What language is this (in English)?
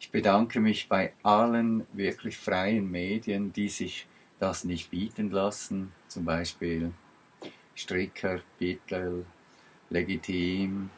Swiss German